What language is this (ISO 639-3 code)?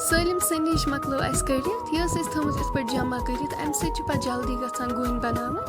kas